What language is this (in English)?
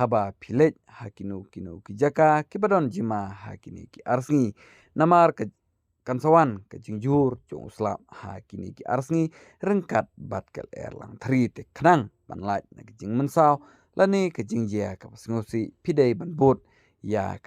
Khasi